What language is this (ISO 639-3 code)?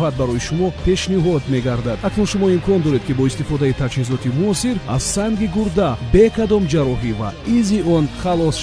tgk